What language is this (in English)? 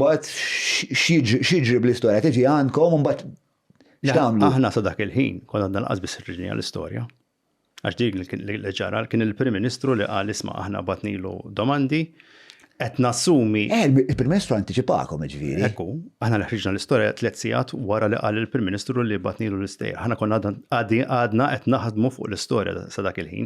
Maltese